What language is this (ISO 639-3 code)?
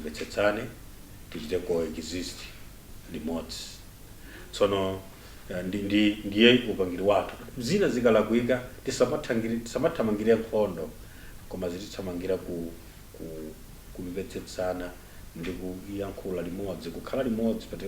nya